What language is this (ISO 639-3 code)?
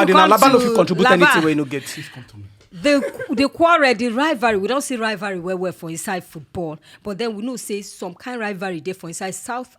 pcm